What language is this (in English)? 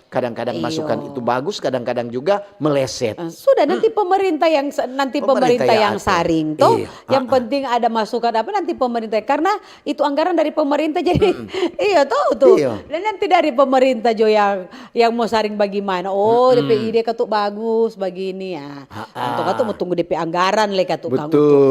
Manado Malay